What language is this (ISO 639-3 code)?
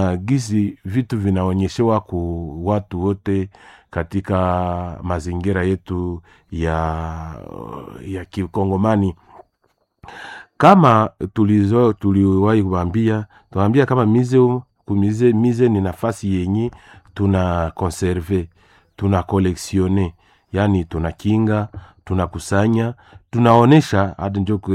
swa